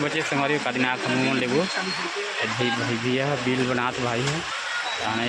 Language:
Chhattisgarhi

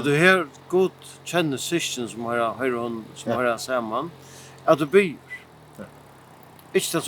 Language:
Faroese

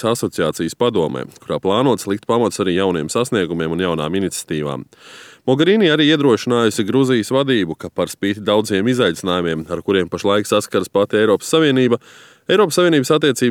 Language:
Latvian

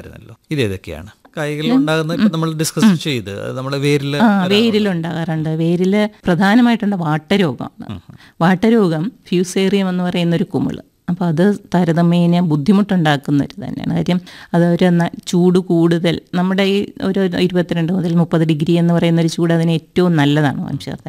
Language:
Malayalam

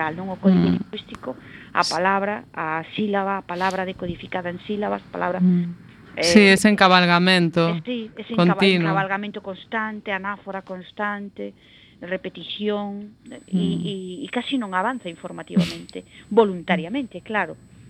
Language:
Galician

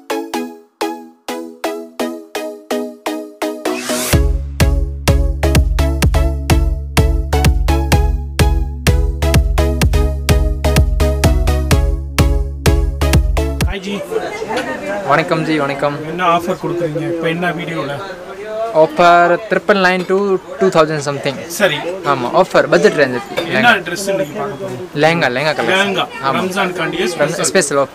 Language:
Tamil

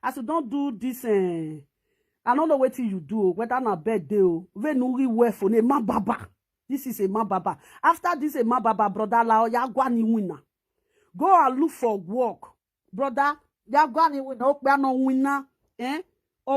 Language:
Nigerian Pidgin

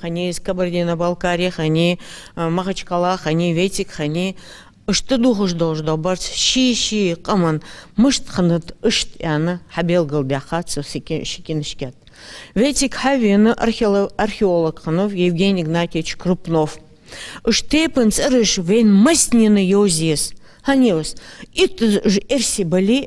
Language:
Ingush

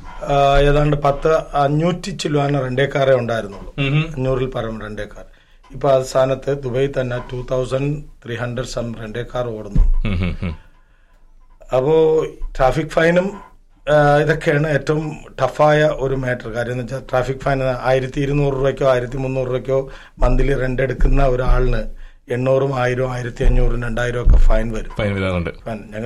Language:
Malayalam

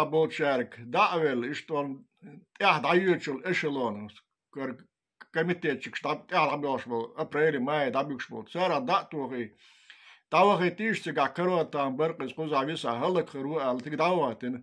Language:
Chechen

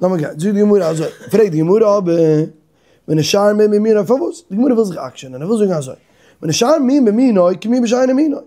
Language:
Yiddish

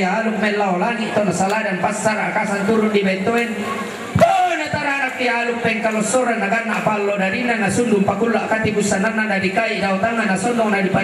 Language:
Toraja-Sa'dan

